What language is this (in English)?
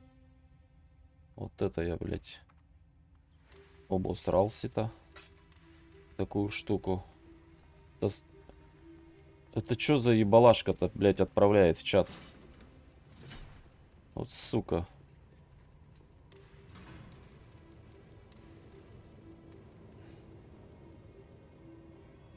Russian